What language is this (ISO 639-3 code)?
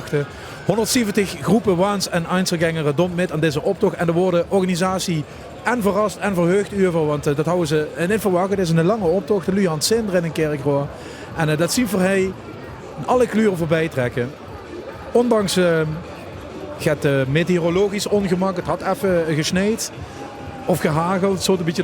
lim